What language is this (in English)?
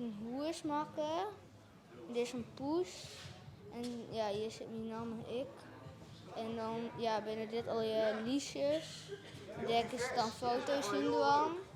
Western Frisian